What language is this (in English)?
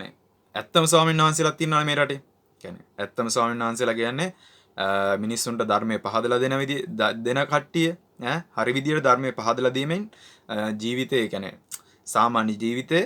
Sinhala